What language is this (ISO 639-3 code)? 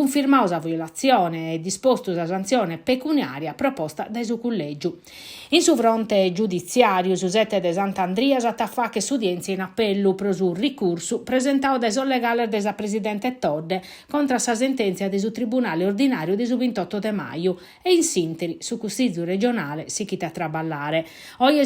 srd